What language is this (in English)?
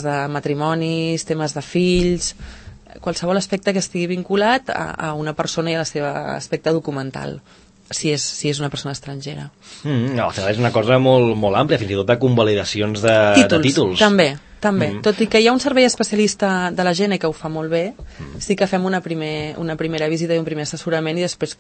Catalan